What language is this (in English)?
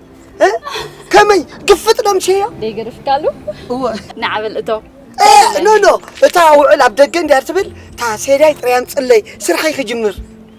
Tigrinya